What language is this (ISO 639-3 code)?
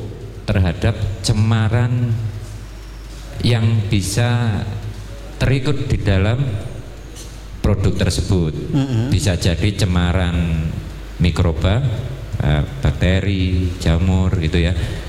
ind